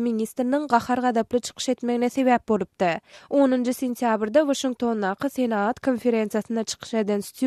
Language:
Turkmen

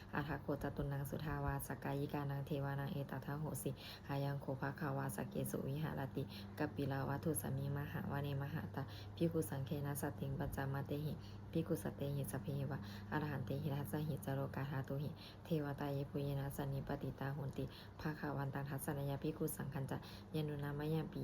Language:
Pali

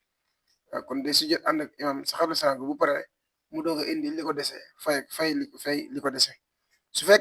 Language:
Wolof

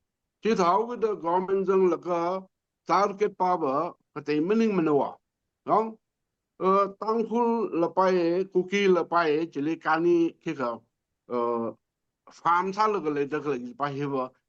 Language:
Tangkhul Naga (India)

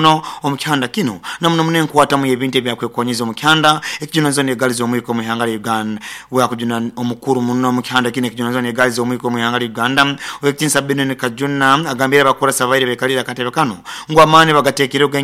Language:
Nyoro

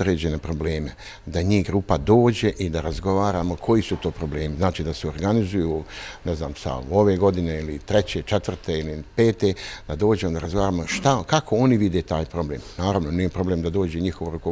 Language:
Bosnian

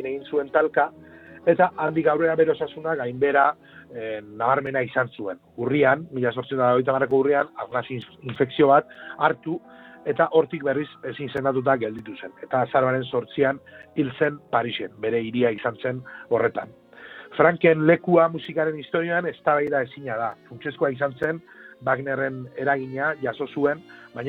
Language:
Basque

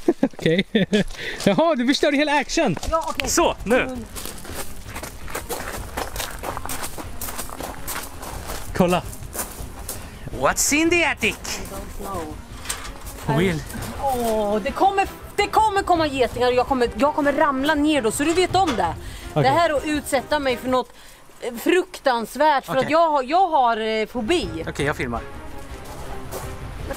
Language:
Swedish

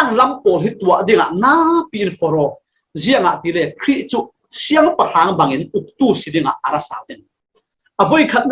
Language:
Falam Chin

